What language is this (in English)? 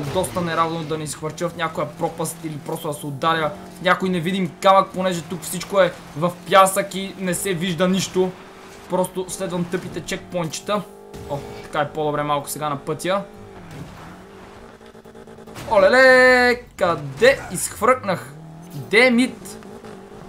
Bulgarian